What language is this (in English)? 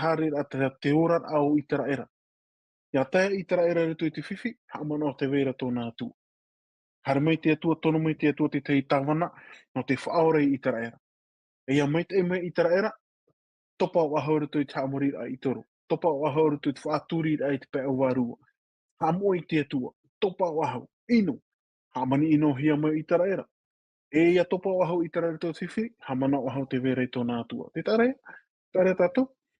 Tahitian